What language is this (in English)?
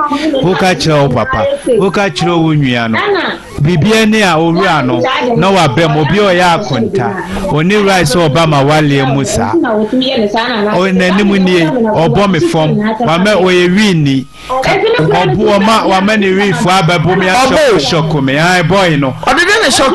Akan